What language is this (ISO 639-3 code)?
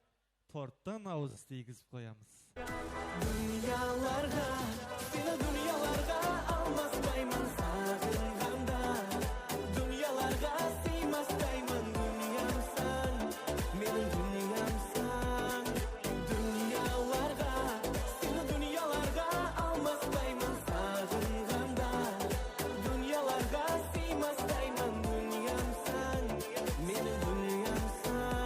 kaa